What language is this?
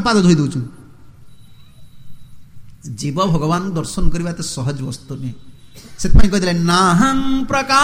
Odia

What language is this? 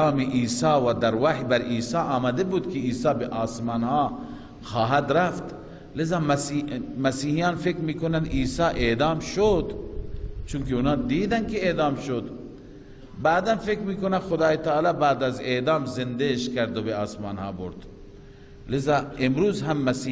Persian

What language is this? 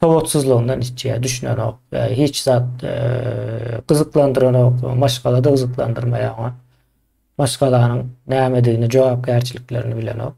Turkmen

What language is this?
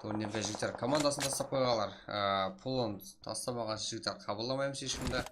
Kara-Kalpak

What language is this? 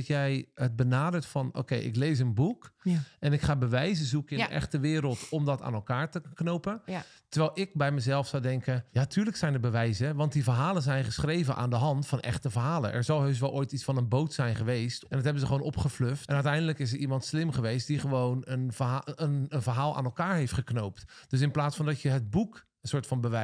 Dutch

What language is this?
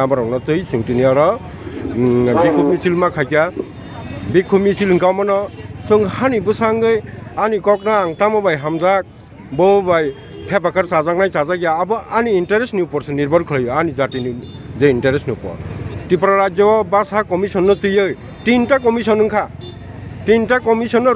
Kok Borok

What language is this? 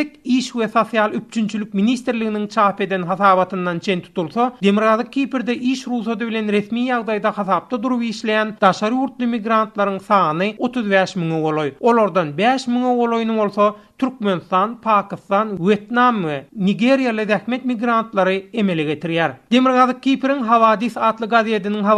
Turkmen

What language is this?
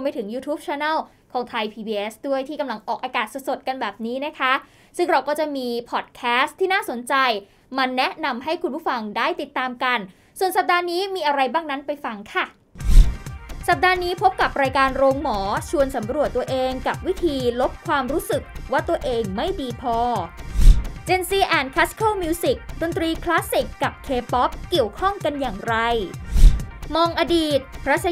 Thai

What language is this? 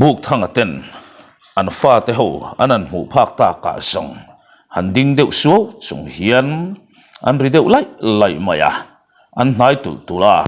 Mizo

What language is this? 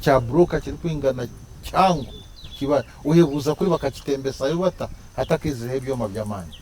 Nyankole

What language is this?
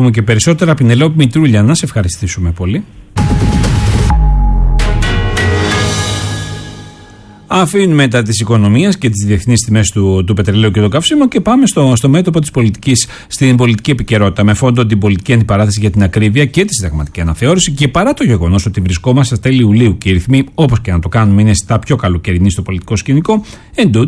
Greek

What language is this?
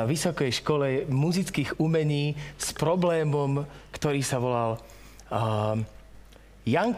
Slovak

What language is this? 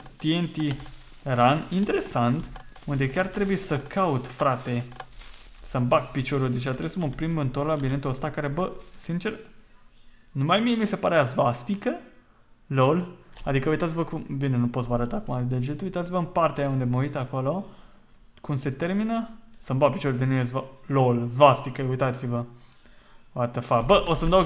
Romanian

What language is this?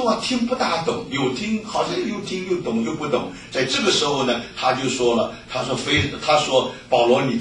Chinese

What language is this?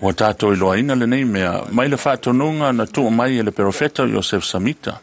Samoan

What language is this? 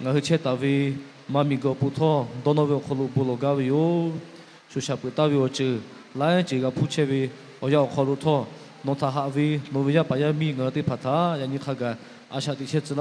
Lahu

